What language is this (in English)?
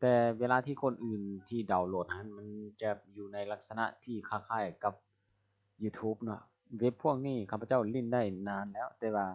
Lao